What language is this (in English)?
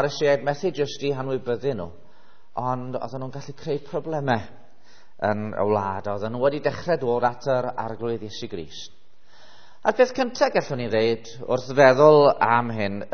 Welsh